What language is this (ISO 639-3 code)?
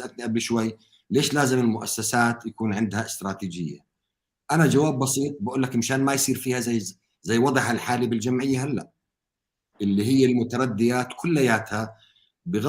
apc